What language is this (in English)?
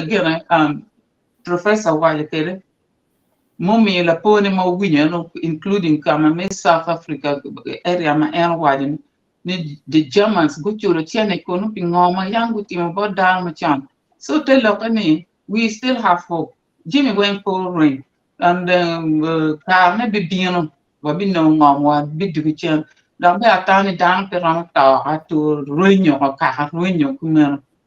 Acoli